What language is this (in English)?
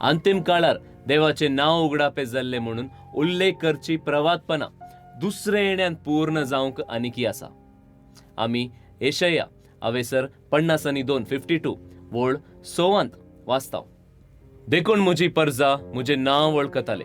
Konkani